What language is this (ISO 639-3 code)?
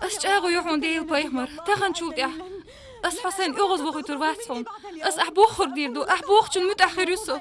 che